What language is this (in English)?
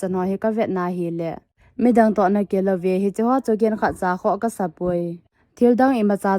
Thado Chin